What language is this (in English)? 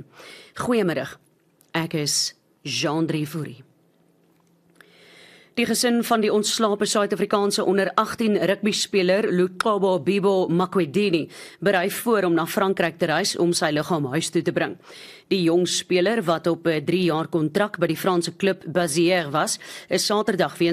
Afrikaans